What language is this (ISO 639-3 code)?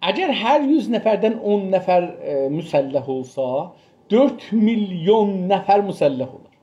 azb